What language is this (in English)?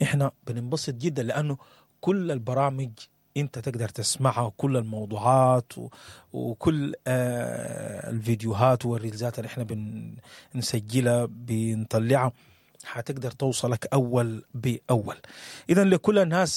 Sudanese Arabic